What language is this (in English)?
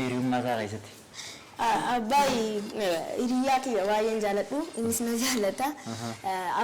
Oromo